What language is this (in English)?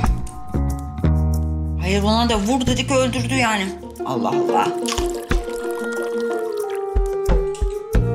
Turkish